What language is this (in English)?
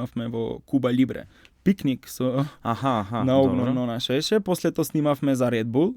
Macedonian